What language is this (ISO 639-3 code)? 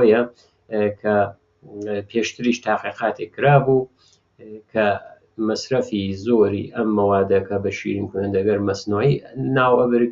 ckb